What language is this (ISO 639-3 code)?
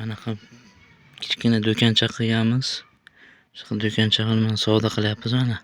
uzb